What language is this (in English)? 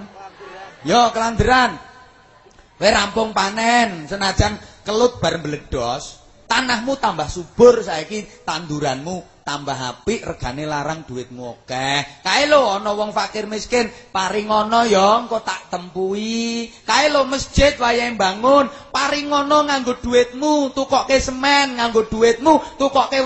Javanese